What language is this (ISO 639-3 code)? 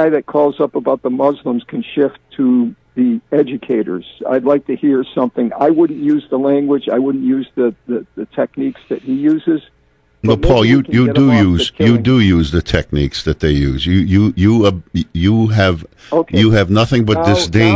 eng